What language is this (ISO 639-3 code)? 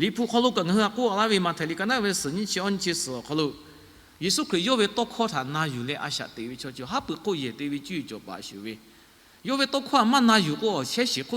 lhu